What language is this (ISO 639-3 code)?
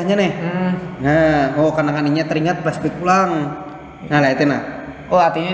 bjn